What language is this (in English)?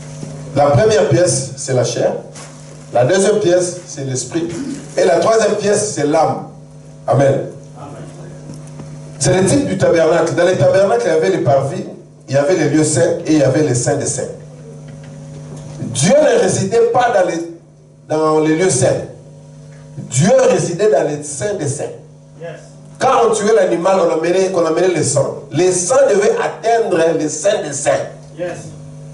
French